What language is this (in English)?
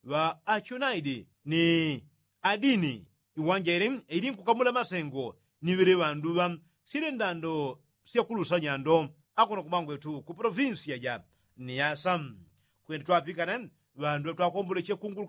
Yao